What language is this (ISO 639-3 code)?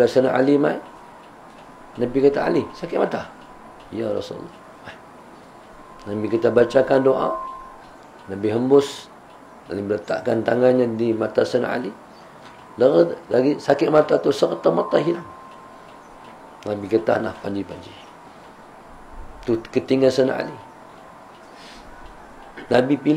msa